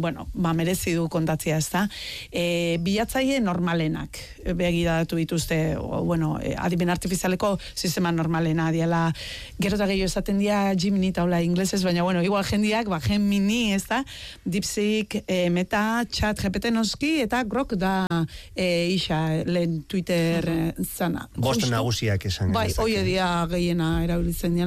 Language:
Basque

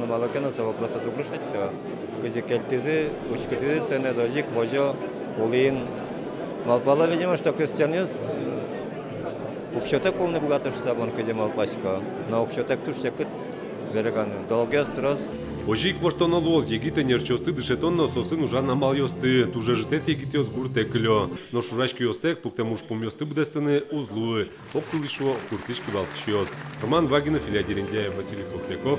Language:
Udmurt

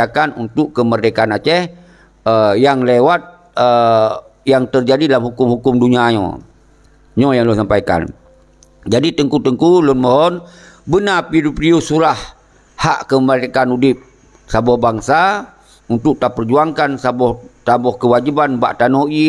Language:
Achinese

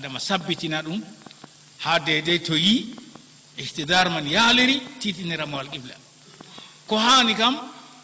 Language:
Fula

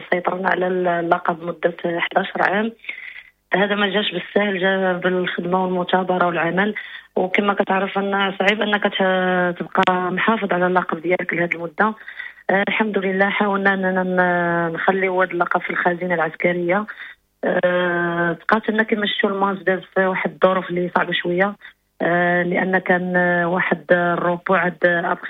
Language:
Moroccan Arabic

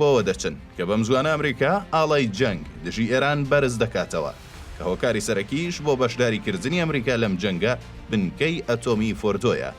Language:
Central Kurdish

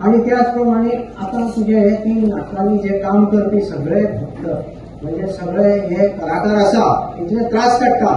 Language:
Konkani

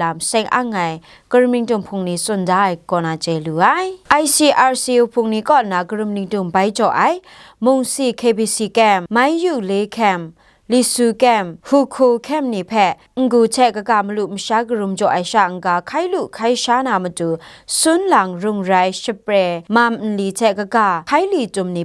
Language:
Kachin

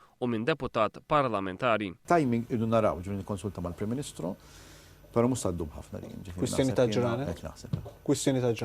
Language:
Maltese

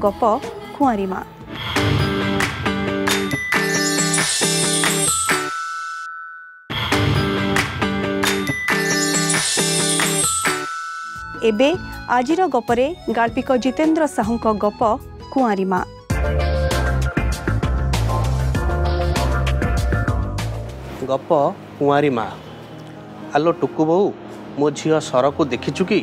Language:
Odia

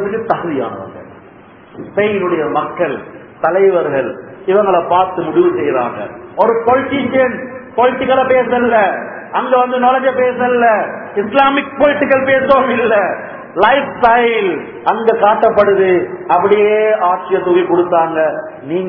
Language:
Tamil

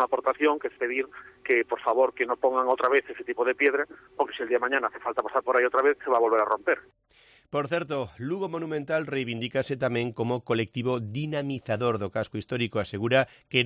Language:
Galician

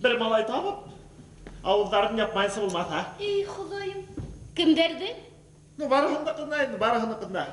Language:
Bashkir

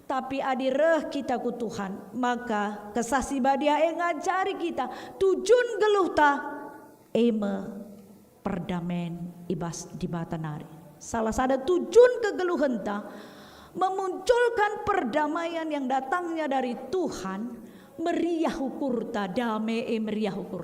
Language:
Batak Karo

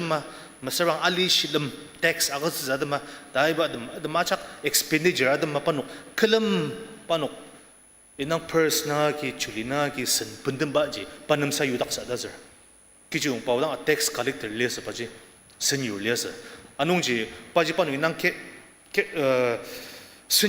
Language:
Ao Naga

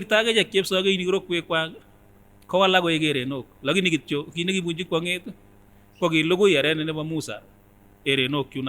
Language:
Kipsigis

